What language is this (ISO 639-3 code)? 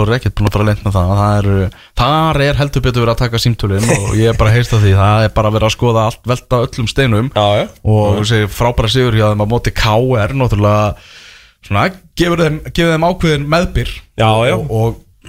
isl